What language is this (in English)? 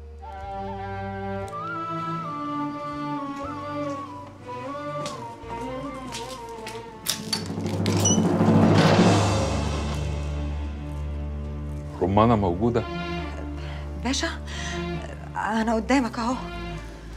Egyptian Arabic